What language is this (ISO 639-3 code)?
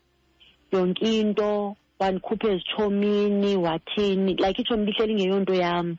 xho